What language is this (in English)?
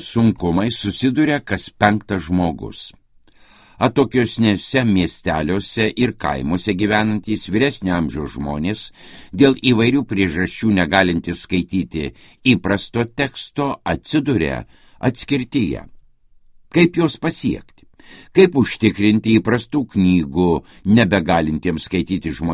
Lithuanian